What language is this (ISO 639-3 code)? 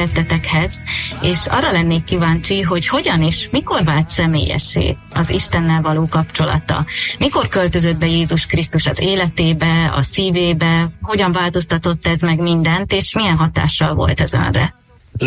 hun